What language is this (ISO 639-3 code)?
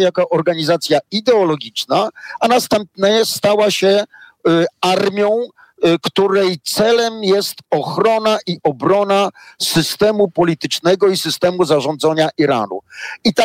pol